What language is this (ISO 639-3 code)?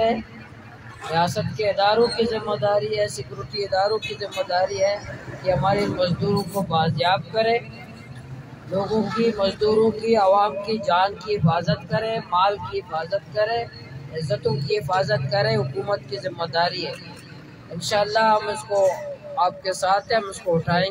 urd